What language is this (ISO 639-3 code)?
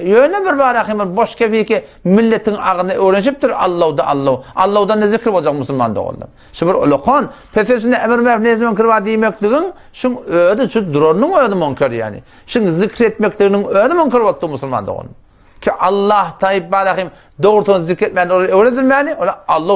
tuk